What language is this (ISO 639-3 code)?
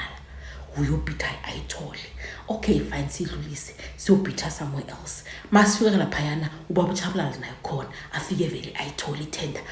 zul